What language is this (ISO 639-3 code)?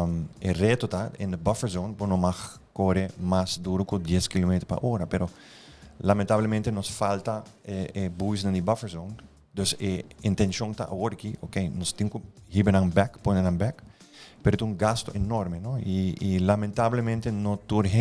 pap